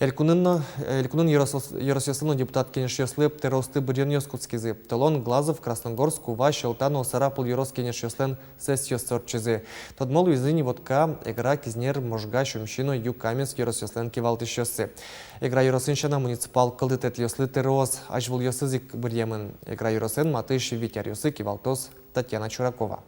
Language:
Udmurt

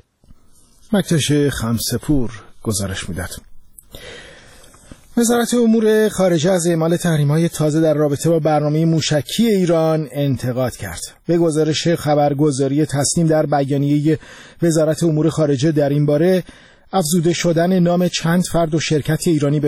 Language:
Persian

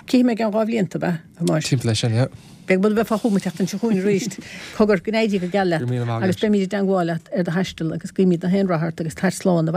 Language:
Irish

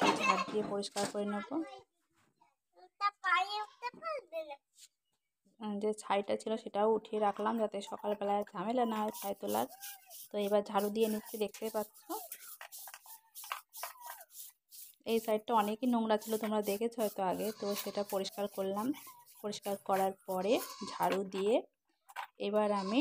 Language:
Bangla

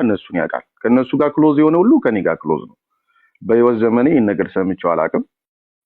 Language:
Amharic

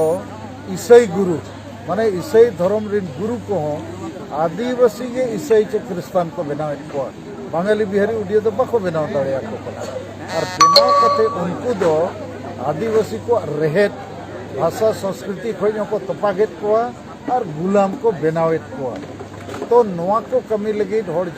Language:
Santali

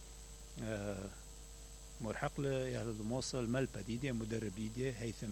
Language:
Mesopotamian Arabic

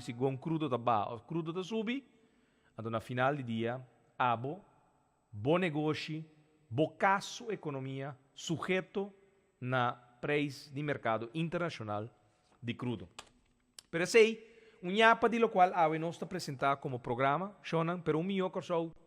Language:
Papiamento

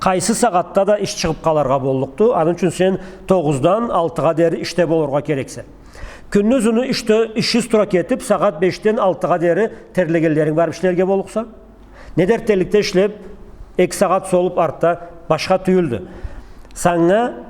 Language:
Karachay-Balkar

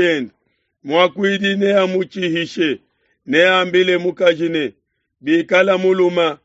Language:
Luba-Lulua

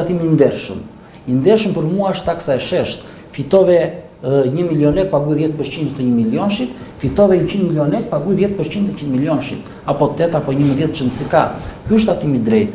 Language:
Albanian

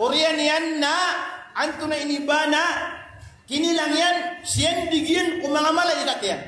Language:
Maranao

